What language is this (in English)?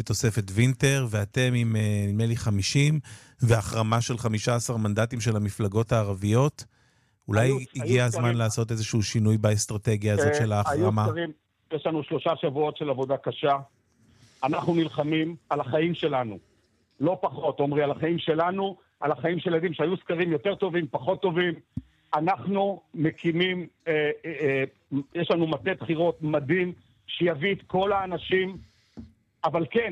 Hebrew